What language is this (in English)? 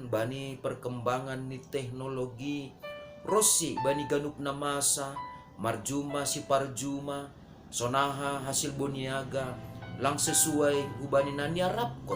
Batak Simalungun